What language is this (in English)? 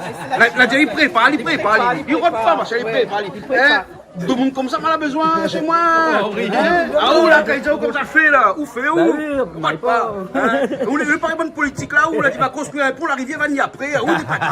Réunion Creole French